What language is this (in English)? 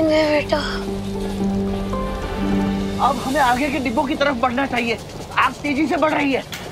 Hindi